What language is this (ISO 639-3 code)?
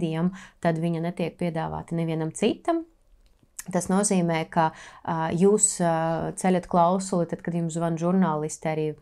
lav